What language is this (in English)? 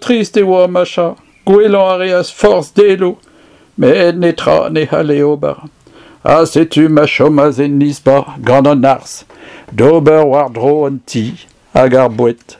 Breton